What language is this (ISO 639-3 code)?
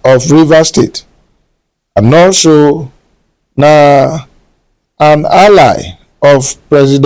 pcm